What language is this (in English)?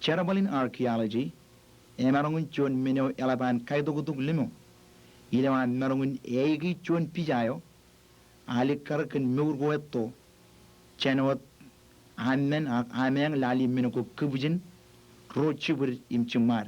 Marshallese